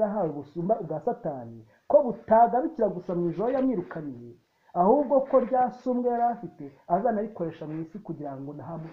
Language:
Kinyarwanda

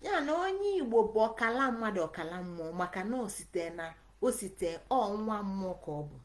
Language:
Igbo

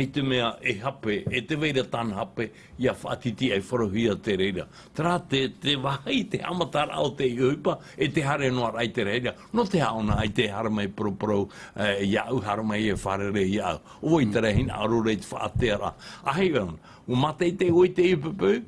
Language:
Tahitian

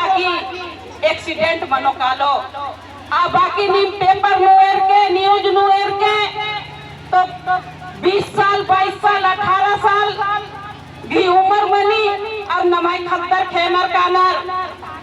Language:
Kurukh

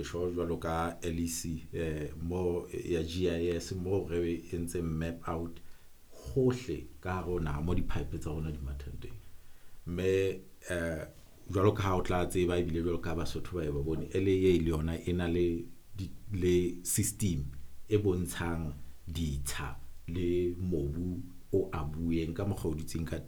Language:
Southern Sotho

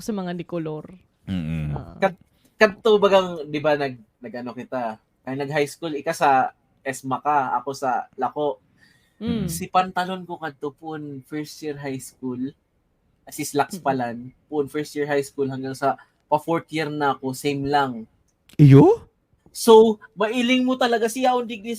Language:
Bikol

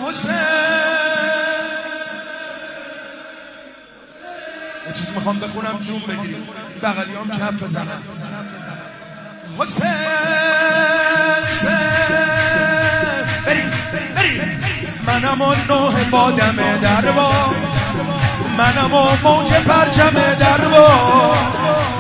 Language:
Persian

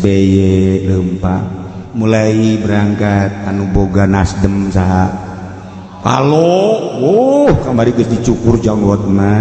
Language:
Sundanese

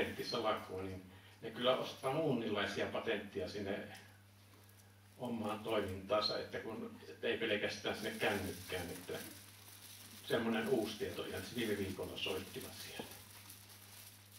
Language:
Finnish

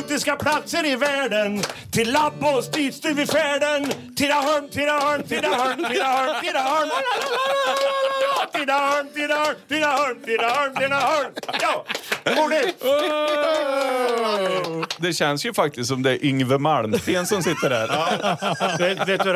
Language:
Swedish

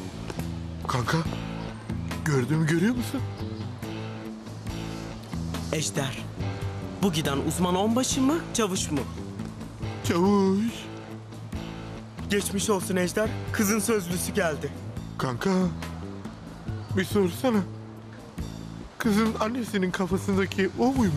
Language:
Turkish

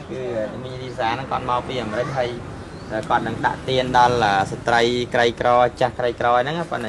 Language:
Khmer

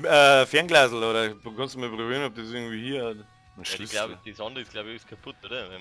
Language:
Bavarian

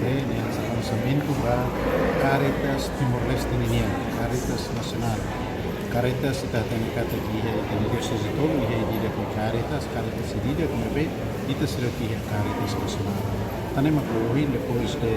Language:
Tetum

